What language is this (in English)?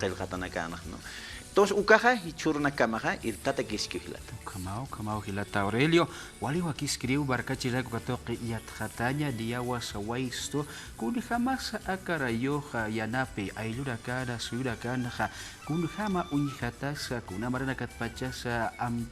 Aymara